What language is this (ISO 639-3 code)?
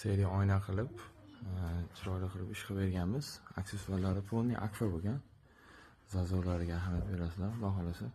uzb